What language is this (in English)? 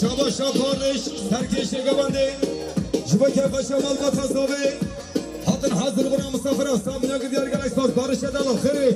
Kurdish